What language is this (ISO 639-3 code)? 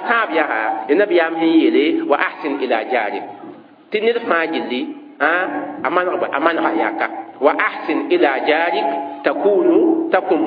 mos